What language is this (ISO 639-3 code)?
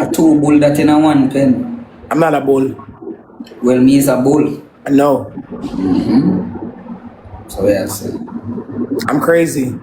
jam